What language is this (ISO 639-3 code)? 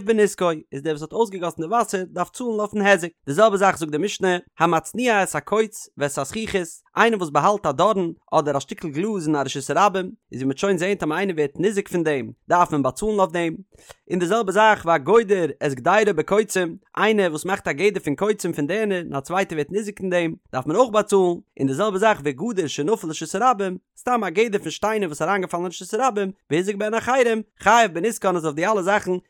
yid